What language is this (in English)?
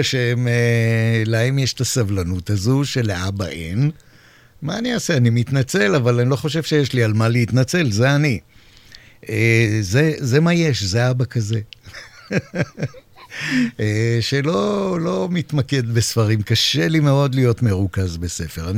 Hebrew